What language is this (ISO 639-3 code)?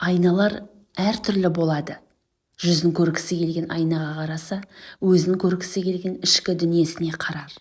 kaz